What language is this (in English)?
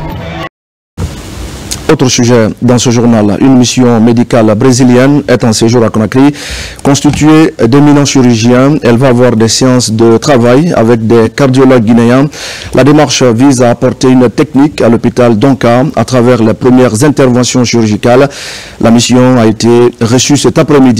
French